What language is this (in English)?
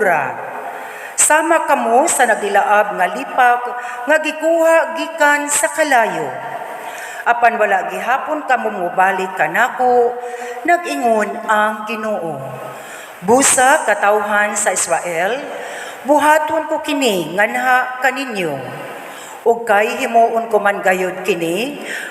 Cebuano